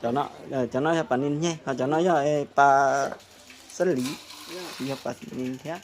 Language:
Hmong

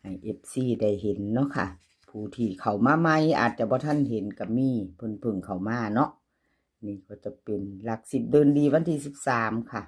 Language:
Lao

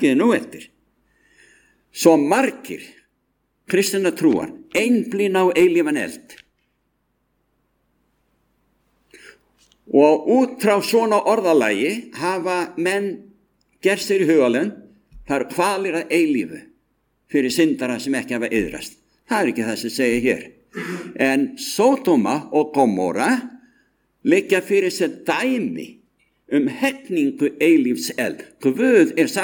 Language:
Icelandic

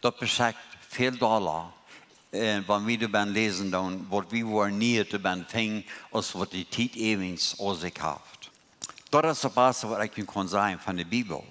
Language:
Plautdietsch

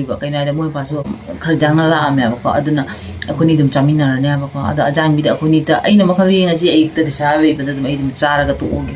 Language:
Manipuri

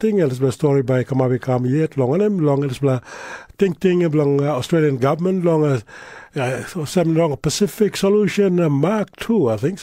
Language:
Tok Pisin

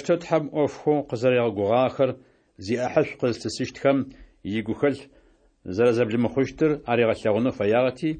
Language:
Adyghe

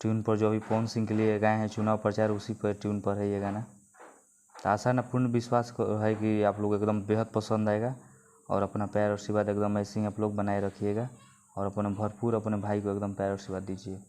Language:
Bhojpuri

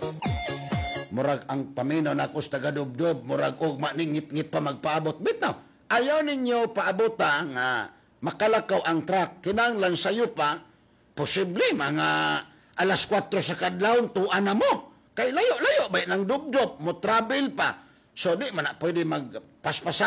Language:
Cebuano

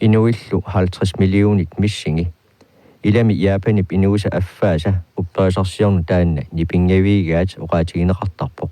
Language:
Kalaallisut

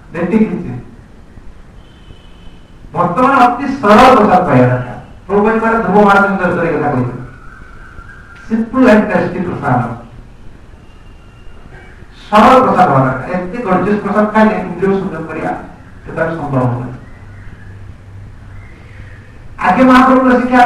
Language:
Odia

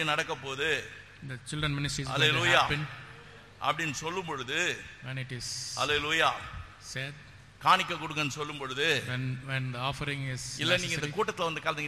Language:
Tamil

